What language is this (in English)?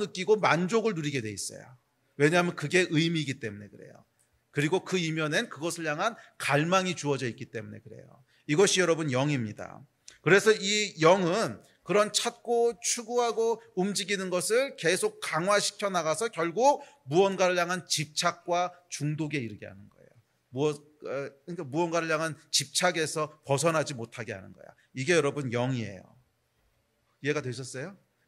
Korean